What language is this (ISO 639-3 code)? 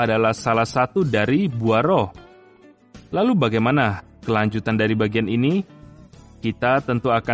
ind